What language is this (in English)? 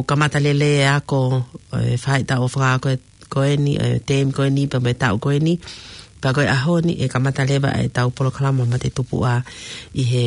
Tongan